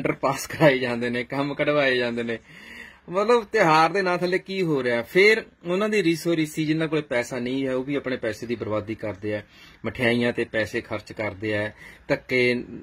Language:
Punjabi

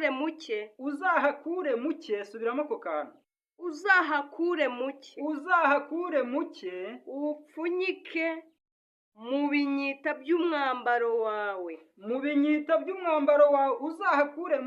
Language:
Kinyarwanda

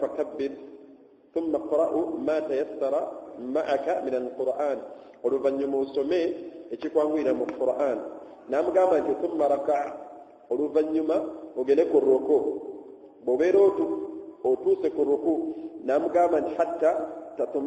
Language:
Ganda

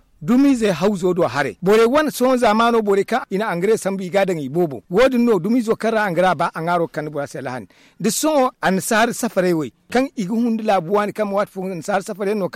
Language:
Zarma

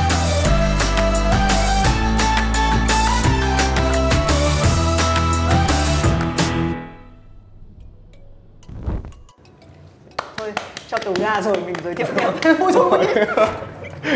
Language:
Vietnamese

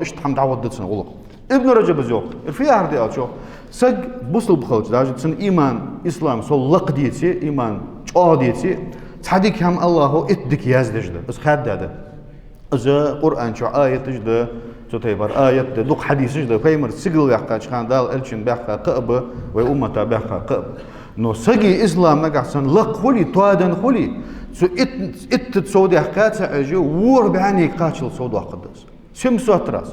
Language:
Ingush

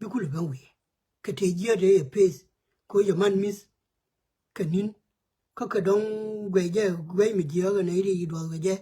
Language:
Nuer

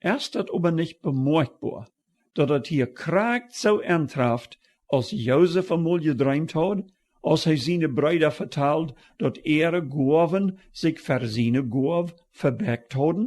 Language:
Plautdietsch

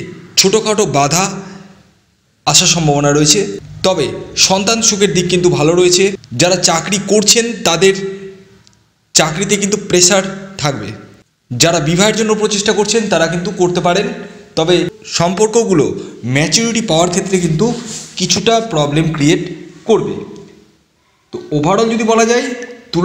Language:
Bangla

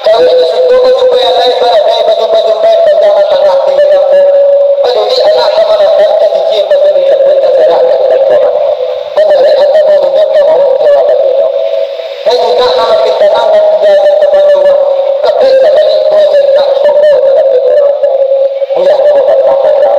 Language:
Minangkabau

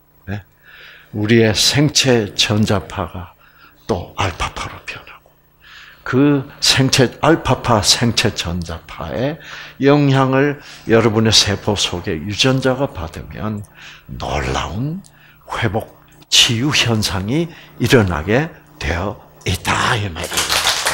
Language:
Korean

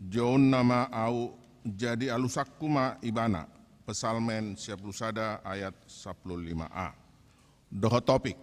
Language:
Batak Toba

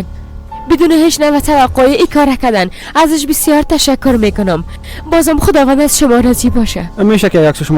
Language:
Persian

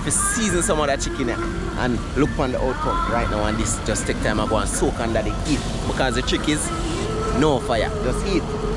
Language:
Jamaican Creole English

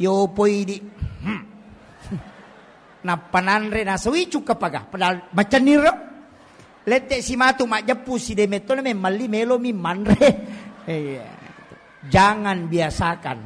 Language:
Buginese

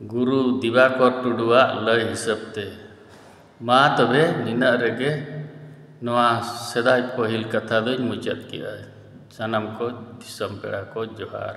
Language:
Santali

